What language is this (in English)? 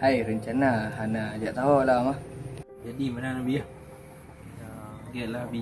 Achinese